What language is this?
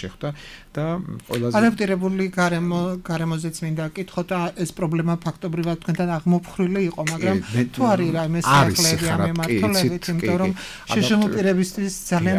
Georgian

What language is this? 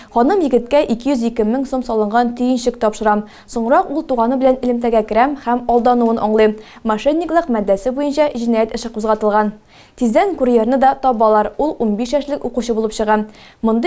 Tatar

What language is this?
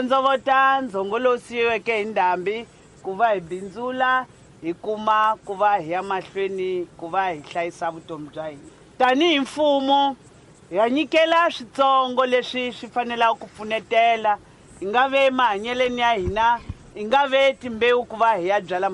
Tsonga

